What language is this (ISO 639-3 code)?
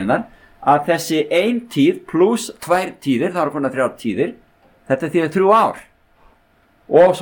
isl